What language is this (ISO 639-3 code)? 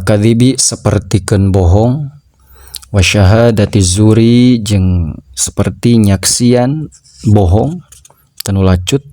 sun